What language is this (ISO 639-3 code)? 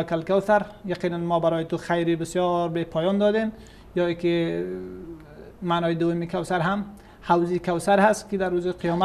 fas